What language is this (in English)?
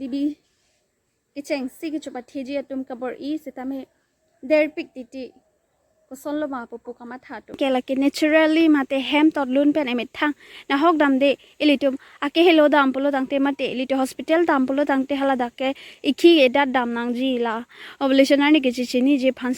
Karbi